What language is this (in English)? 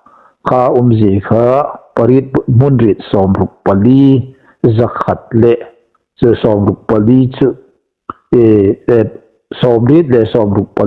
Hmar